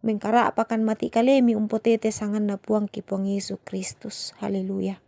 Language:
Toraja-Sa'dan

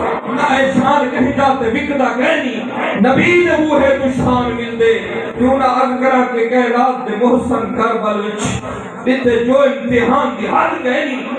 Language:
Saraiki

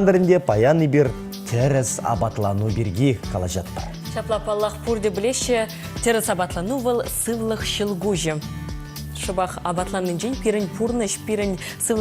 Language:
Chuvash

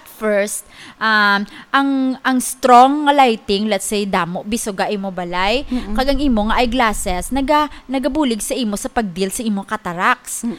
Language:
Hiligaynon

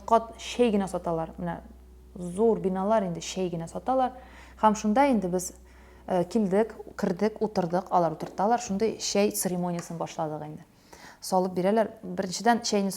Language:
Tatar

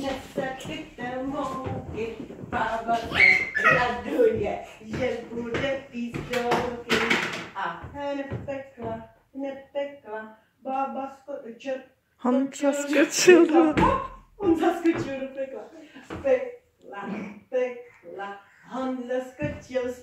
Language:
Czech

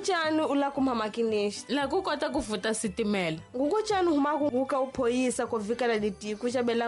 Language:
Tsonga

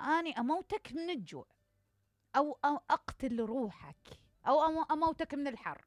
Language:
Mesopotamian Arabic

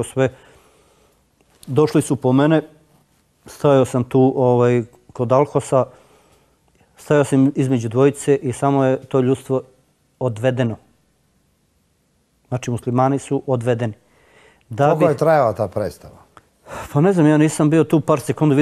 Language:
Bosnian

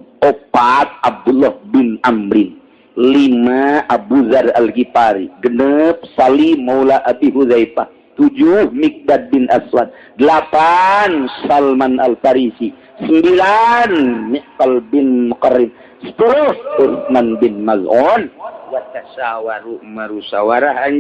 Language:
Sundanese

